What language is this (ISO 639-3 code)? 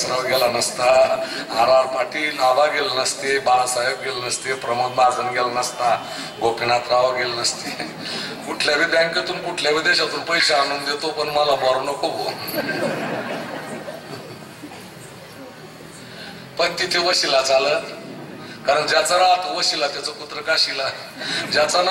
mar